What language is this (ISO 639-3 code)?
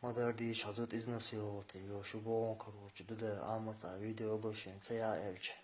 che